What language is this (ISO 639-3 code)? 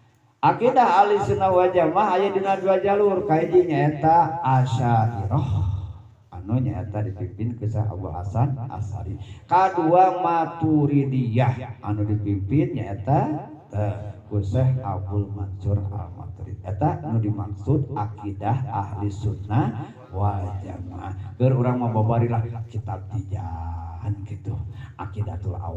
sun